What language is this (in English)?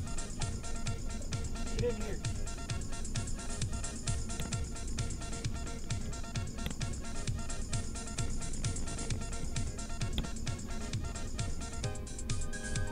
English